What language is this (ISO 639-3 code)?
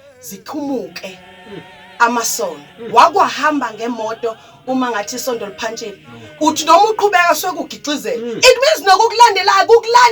zul